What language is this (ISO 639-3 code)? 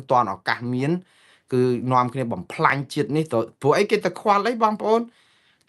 khm